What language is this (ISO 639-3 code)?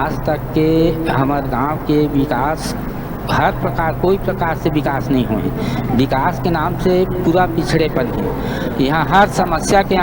hne